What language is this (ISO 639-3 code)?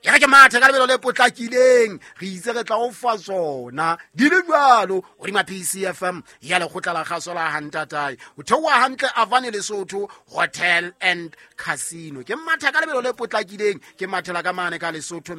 sot